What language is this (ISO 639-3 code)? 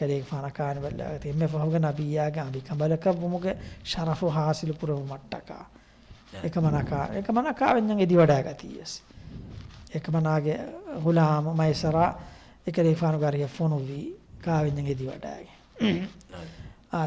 div